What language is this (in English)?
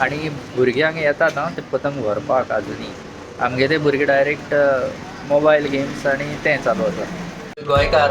Konkani